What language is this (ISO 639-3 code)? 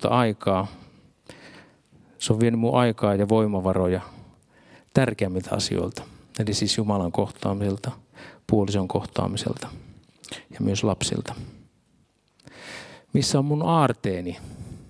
fin